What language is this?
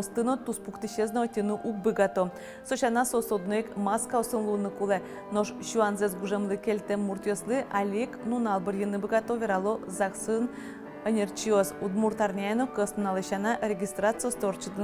Udmurt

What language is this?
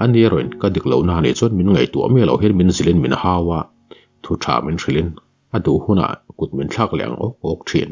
Mizo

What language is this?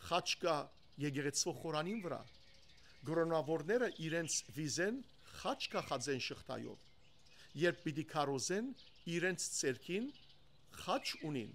Western Armenian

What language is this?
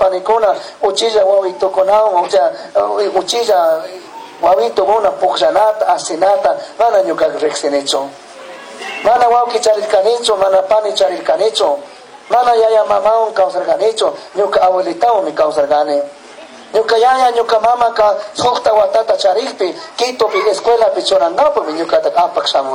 Chimborazo Highland Quichua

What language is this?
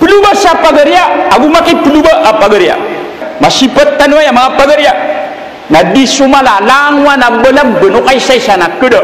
Maranao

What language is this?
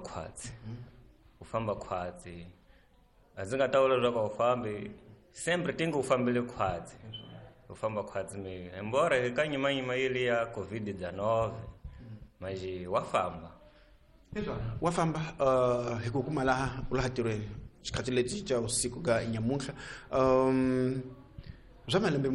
Tsonga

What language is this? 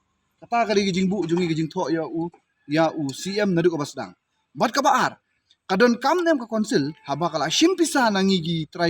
Khasi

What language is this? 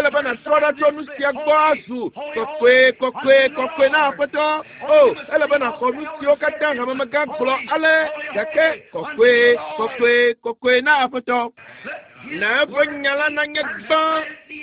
Ewe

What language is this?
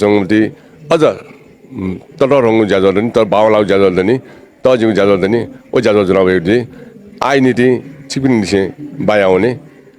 Newari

